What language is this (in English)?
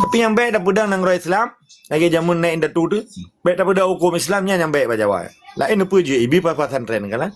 Achinese